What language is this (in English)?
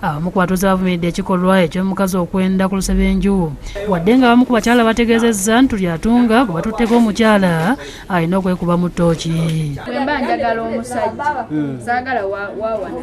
Ganda